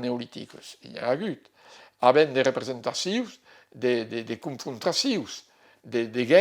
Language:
Occitan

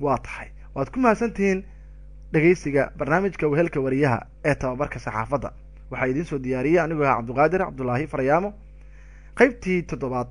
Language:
Somali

